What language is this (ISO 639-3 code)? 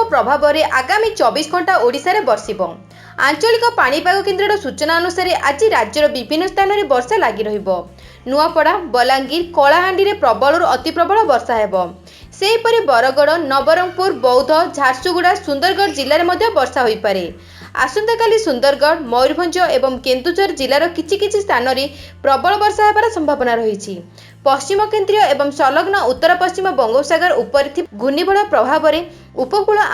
ori